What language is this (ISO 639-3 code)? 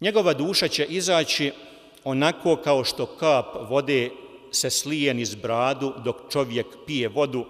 bos